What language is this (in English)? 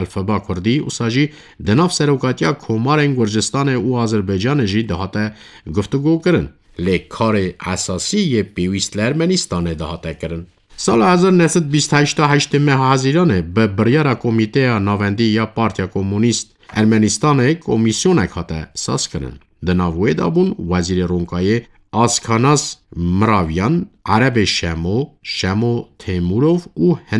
Kurdish